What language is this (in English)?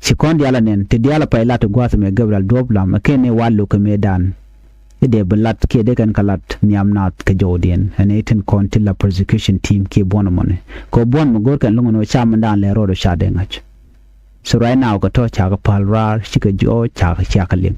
Nuer